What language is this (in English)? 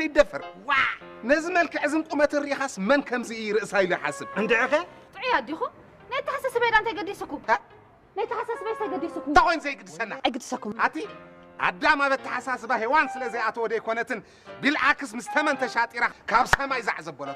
Tigrinya